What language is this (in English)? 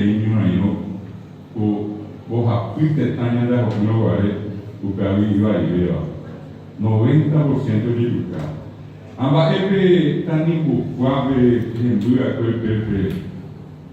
Guarani